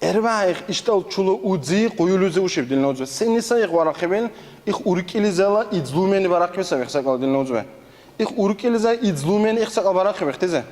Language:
Dargwa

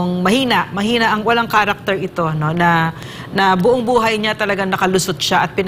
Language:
Filipino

